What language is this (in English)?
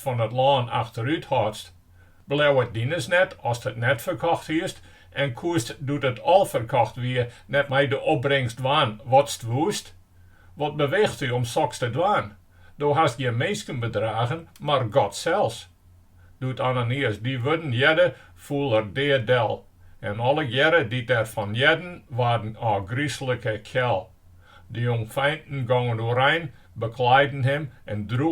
Western Frisian